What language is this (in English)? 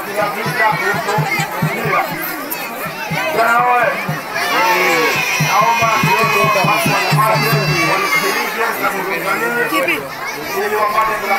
Swahili